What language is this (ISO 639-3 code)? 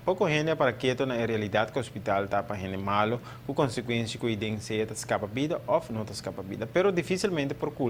pap